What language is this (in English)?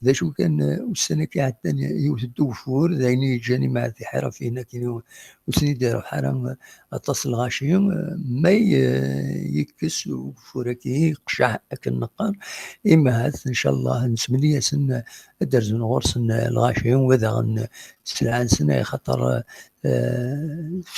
Kabyle